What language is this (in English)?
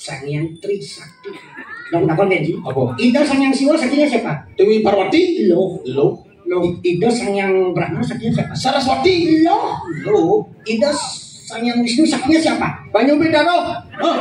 Balinese